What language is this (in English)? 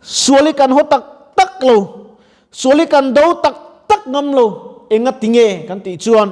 Mizo